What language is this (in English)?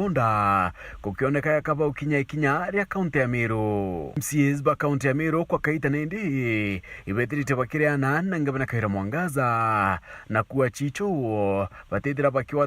Meru